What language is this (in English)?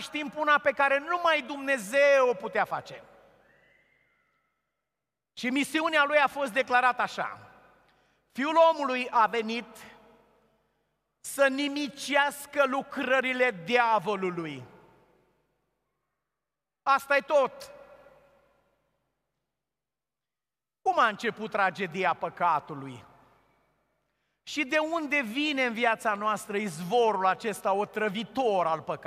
Romanian